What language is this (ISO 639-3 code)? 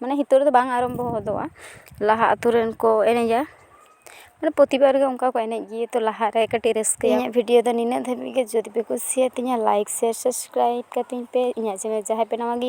sat